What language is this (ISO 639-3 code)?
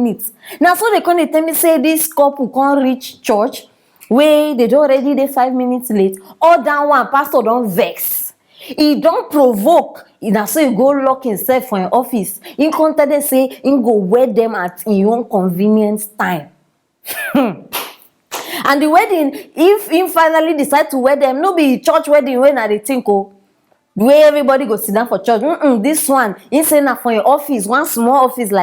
pcm